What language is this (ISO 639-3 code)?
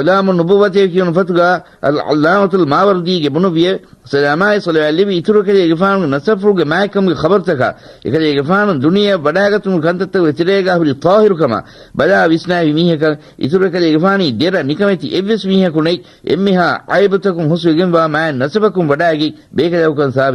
div